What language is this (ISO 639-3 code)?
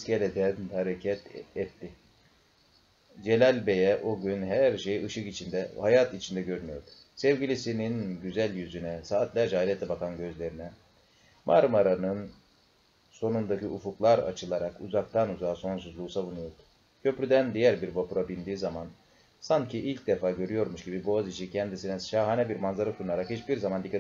tur